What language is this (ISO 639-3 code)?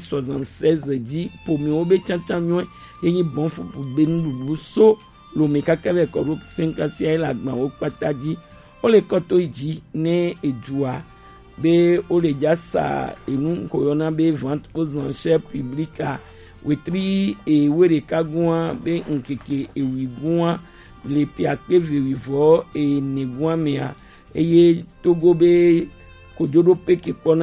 gej